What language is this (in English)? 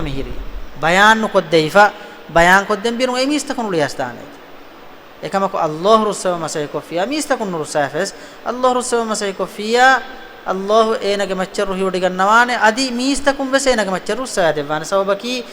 Divehi